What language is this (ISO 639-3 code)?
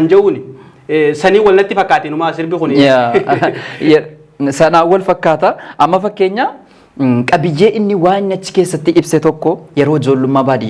orm